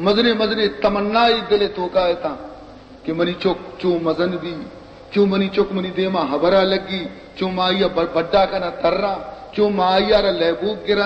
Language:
Baluchi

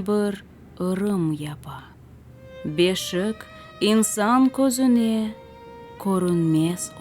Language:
Crimean Tatar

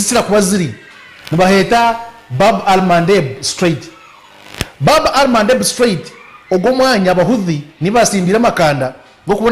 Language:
Nyankole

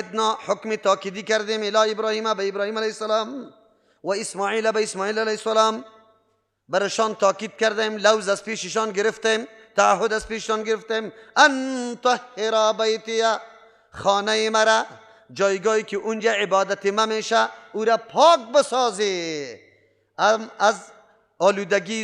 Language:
Persian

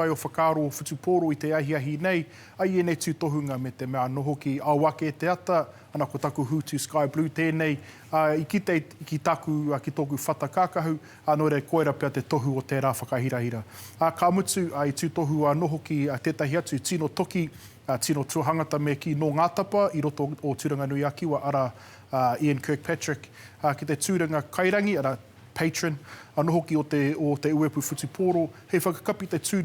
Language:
Māori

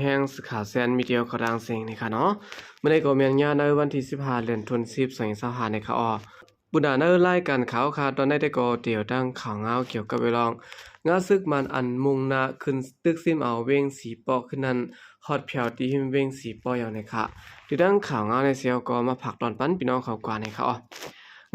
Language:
Shan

